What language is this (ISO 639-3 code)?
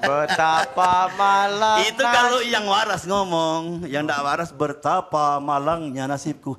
mui